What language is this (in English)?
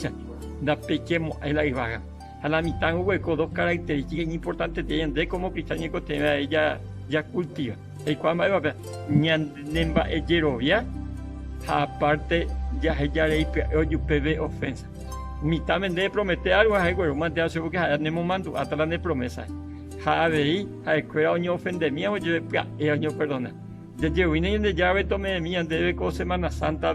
Guarani